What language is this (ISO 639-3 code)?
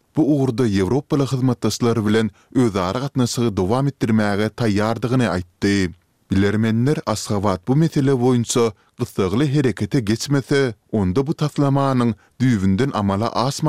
tuk